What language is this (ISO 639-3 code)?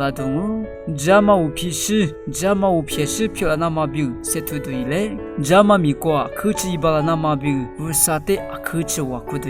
lis